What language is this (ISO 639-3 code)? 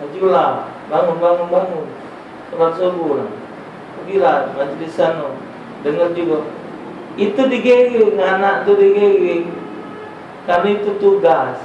mui